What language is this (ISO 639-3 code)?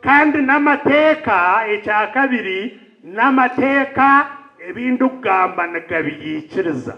nyn